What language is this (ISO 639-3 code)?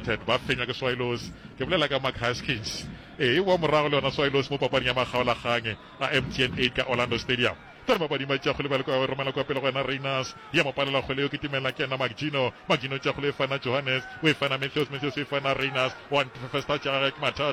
nso